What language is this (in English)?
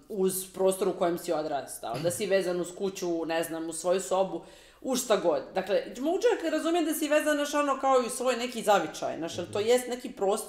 Croatian